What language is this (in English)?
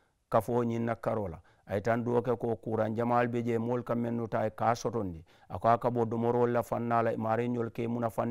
Mandingo